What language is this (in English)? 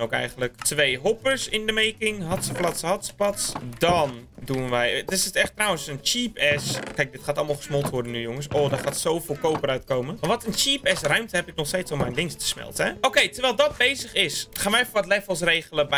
Dutch